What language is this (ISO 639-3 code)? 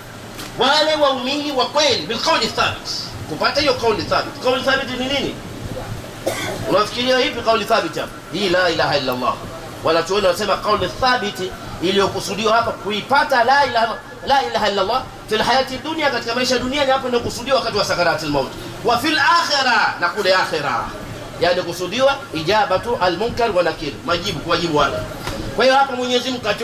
swa